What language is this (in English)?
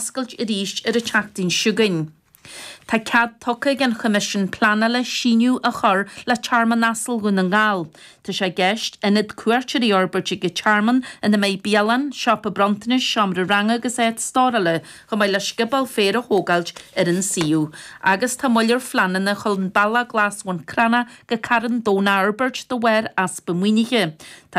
Irish